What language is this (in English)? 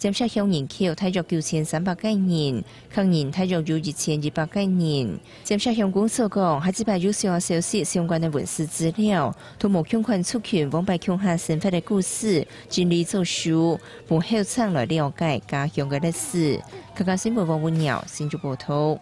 Hakka Chinese